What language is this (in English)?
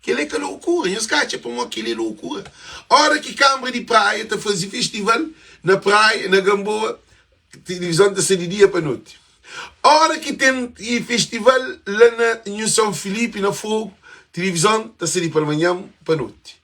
Kabuverdianu